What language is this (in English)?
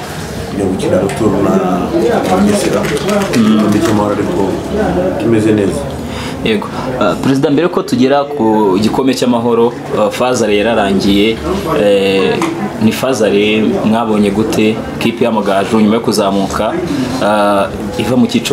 Kinyarwanda